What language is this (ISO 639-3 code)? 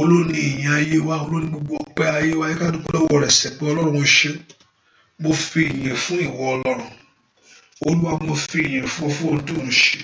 yor